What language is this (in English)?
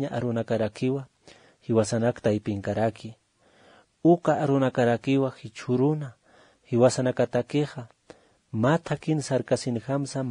Aymara